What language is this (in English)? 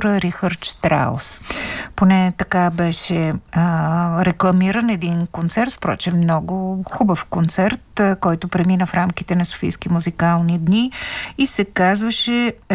Bulgarian